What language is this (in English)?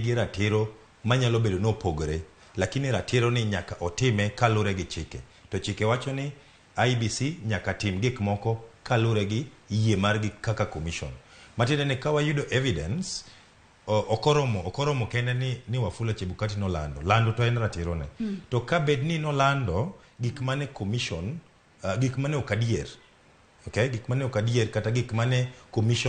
Luo (Kenya and Tanzania)